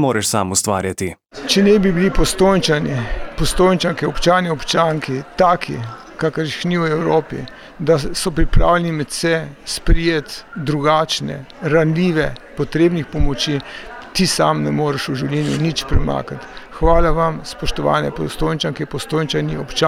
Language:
Slovenian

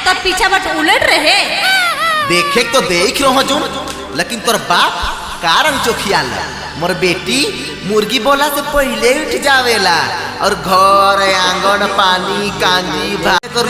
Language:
Sadri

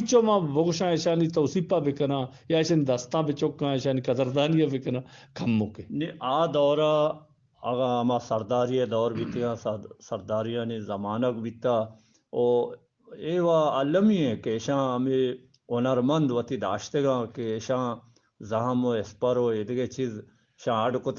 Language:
Eastern Balochi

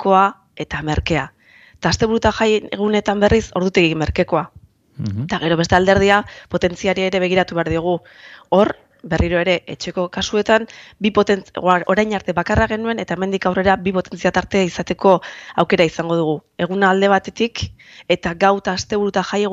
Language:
Basque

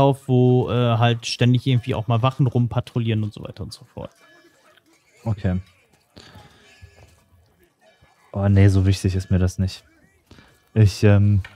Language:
German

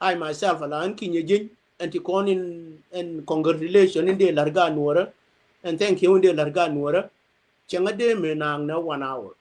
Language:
Nuer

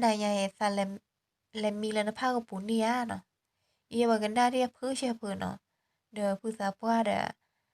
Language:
S'gaw Karen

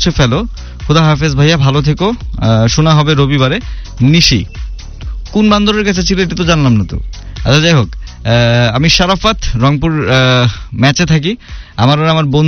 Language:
Bangla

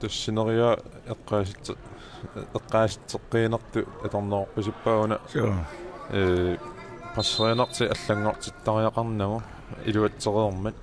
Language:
Kalaallisut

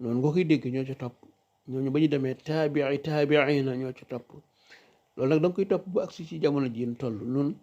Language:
Wolof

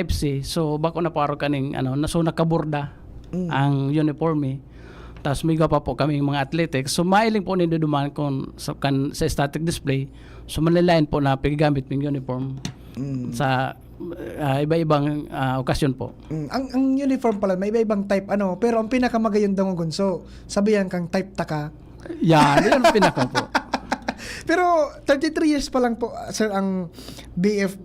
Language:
Bikol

